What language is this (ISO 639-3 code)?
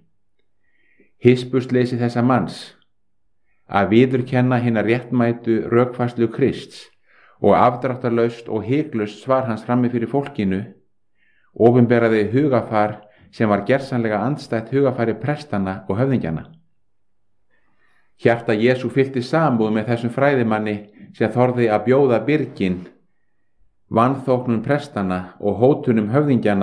isl